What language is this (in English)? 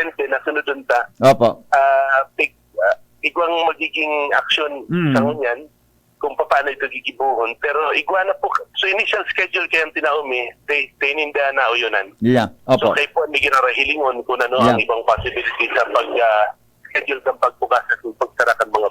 Bikol